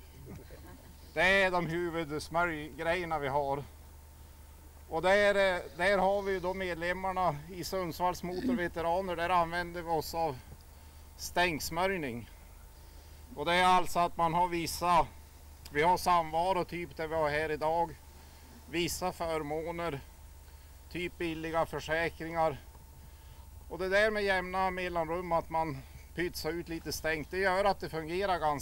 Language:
Swedish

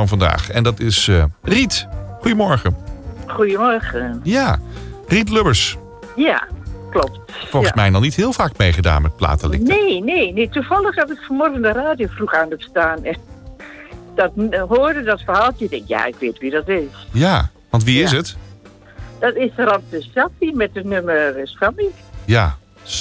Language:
Dutch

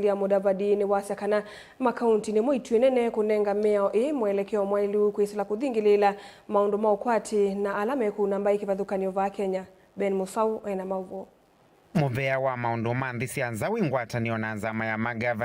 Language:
Kamba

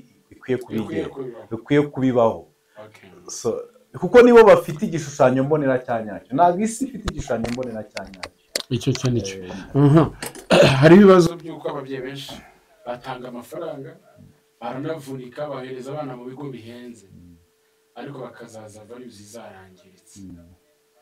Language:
Kinyarwanda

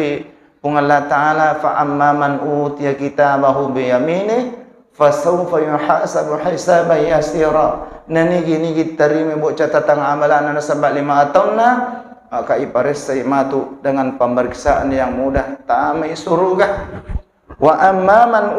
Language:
Buginese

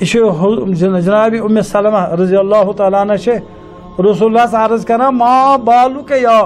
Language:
Kashmiri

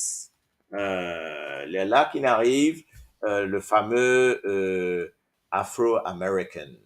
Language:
Morisyen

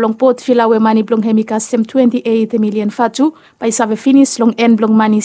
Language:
Bislama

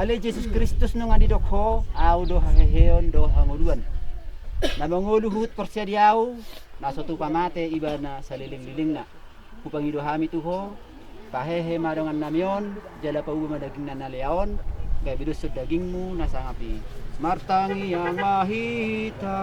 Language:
Batak Toba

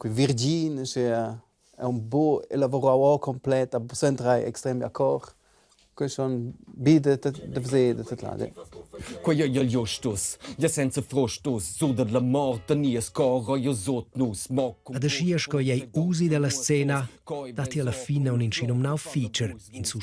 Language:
Romansh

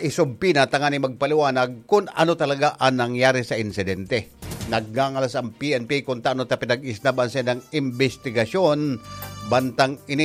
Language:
Bikol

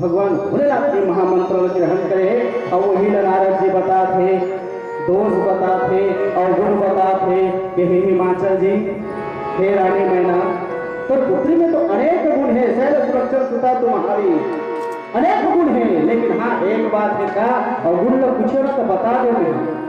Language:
Chhattisgarhi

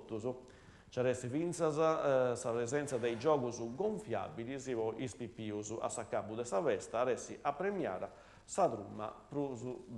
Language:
Sardinian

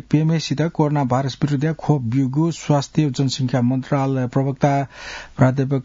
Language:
Newari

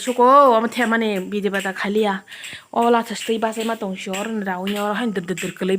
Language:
Kok Borok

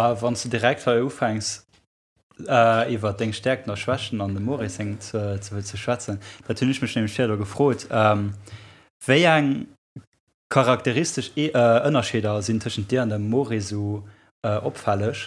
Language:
Luxembourgish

